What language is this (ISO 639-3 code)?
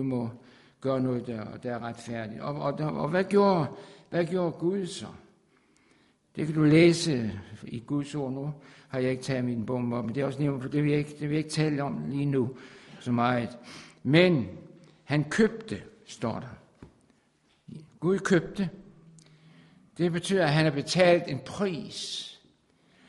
dan